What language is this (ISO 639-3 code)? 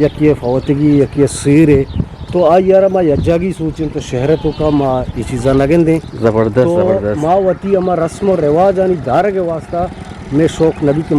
bgp